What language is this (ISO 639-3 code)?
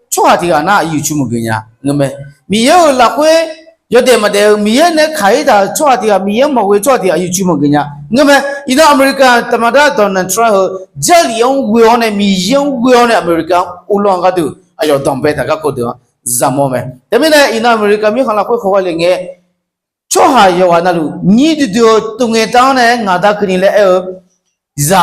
ahk